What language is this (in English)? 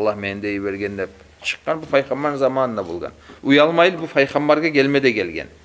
Kumyk